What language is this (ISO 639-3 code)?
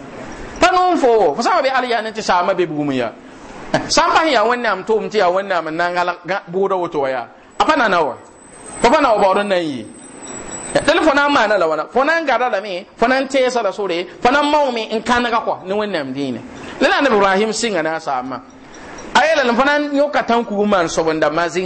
mos